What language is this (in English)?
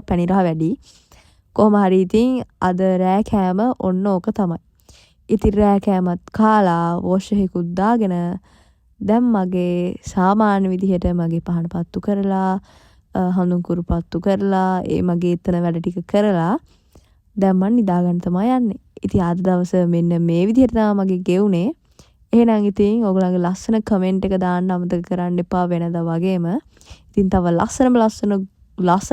Sinhala